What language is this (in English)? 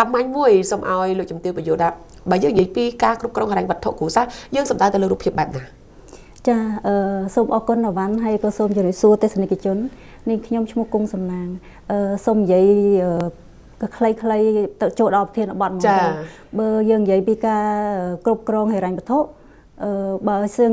Khmer